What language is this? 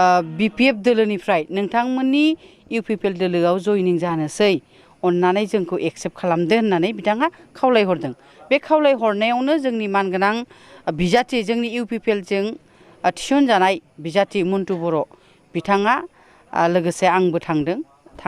Bodo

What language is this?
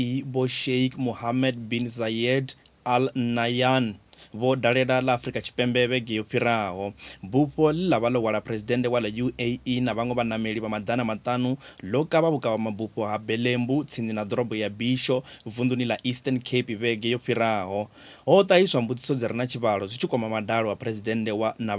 Venda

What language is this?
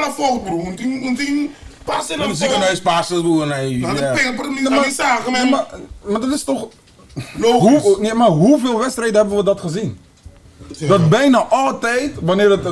Papiamento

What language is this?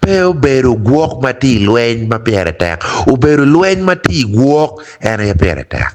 Acoli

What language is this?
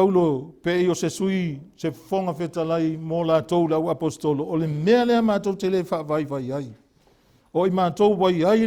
Samoan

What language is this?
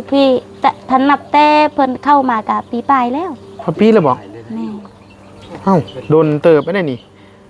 Northeastern Thai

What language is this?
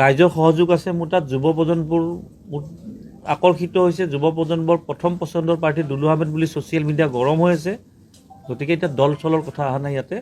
Assamese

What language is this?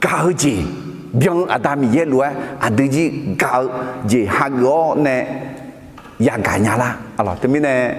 Akha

